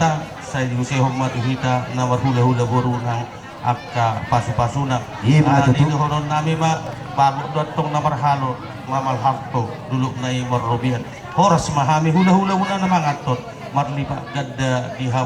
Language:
Batak Toba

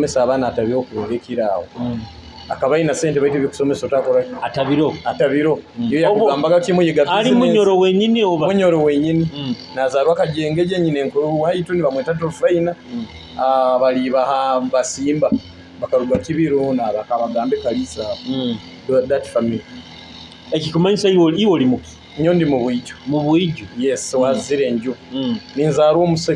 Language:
Nyoro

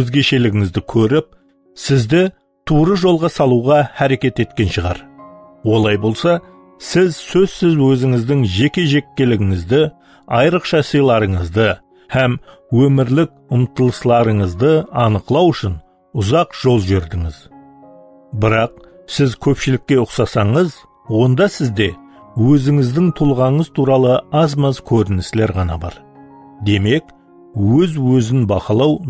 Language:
Kara-Kalpak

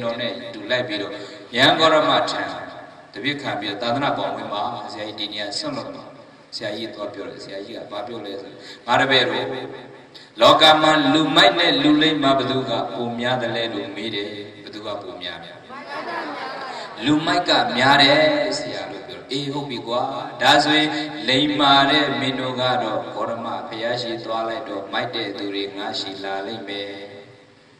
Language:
Burmese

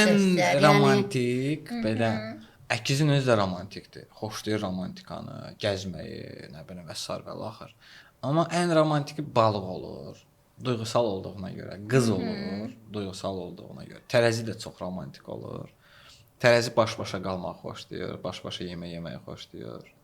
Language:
Azerbaijani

